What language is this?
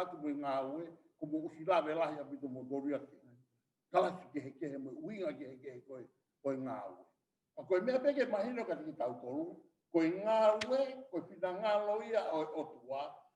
Tongan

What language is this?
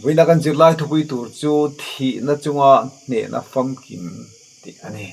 Mizo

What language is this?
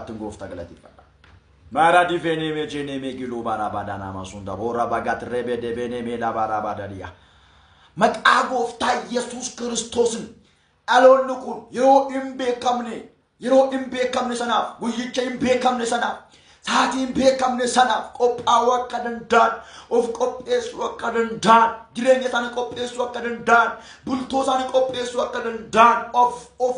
Oromo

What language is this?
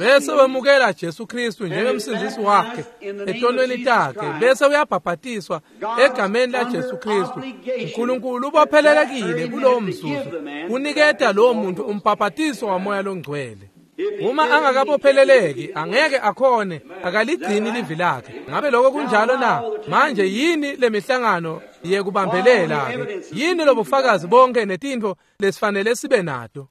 Swati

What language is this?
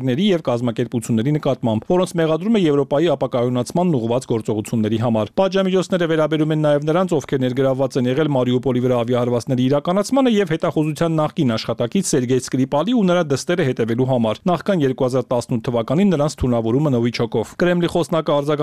Armenian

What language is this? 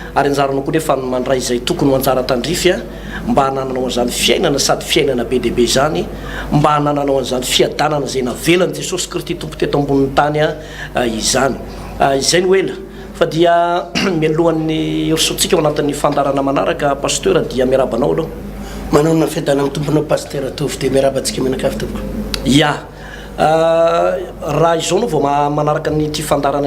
Malagasy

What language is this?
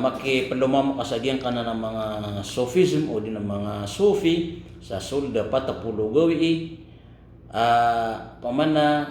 Maranao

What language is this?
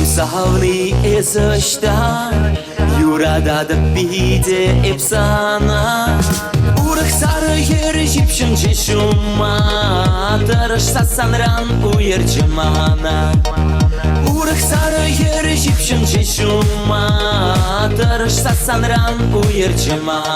Chuvash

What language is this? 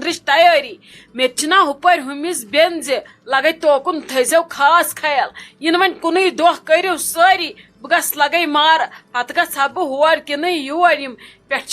Kashmiri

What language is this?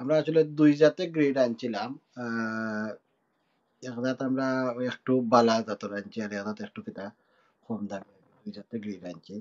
Sylheti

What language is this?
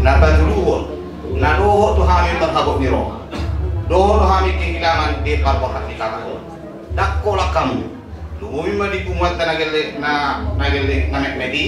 Batak Toba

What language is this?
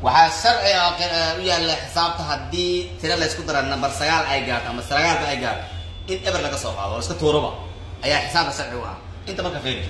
Somali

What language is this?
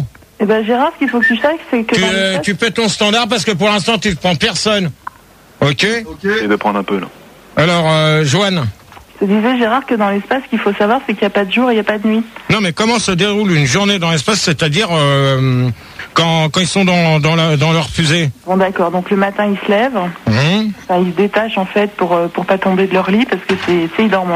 French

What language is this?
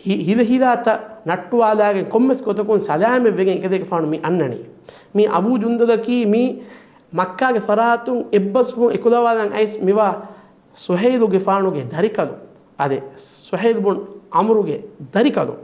Divehi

